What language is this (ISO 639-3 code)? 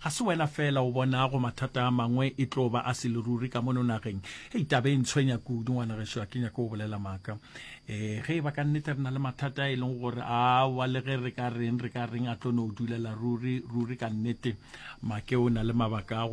nso